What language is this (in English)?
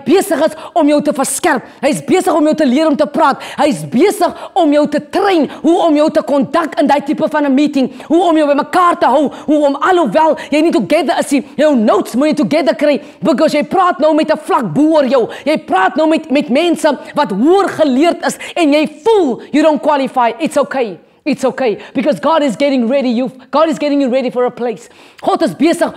Afrikaans